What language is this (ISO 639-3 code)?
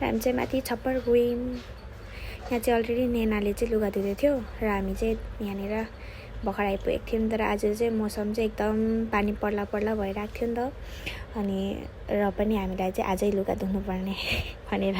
nep